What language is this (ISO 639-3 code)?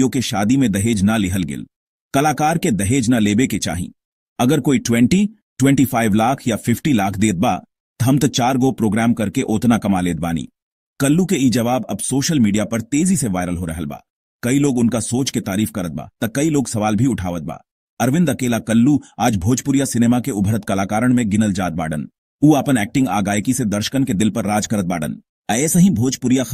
bho